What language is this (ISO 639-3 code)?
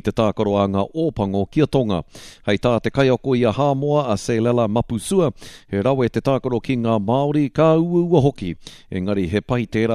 mri